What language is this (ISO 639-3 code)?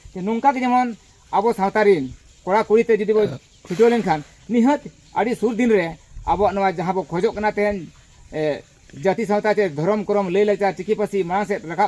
sat